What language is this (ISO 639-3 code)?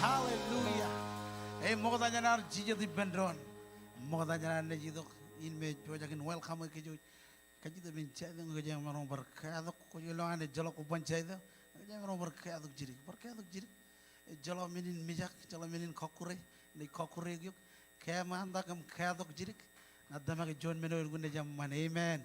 mah